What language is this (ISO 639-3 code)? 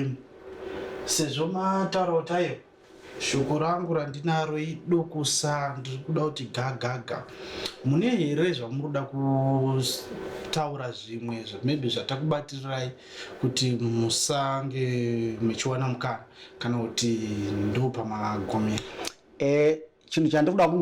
sna